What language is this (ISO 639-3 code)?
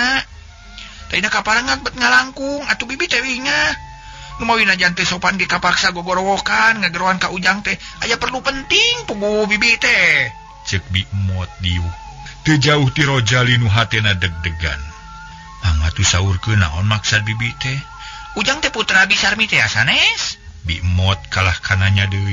sun